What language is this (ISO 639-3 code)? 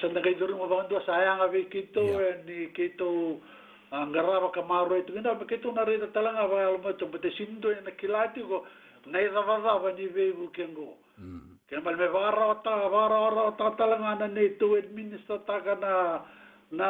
fij